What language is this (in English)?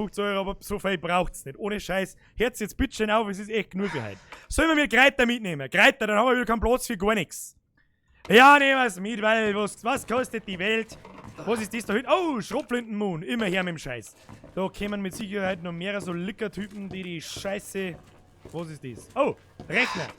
Bavarian